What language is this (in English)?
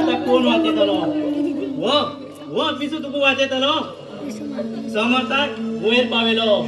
Konkani